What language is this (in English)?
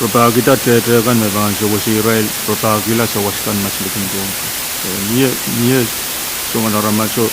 Pohnpeian